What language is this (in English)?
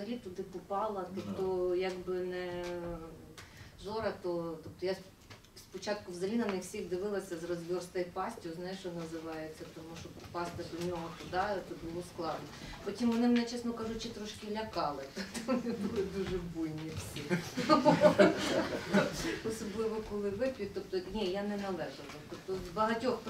Ukrainian